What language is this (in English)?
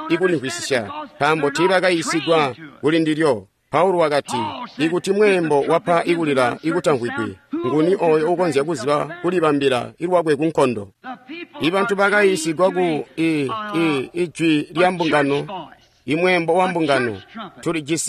Tonga (Zambia)